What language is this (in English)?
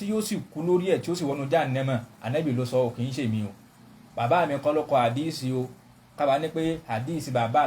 Yoruba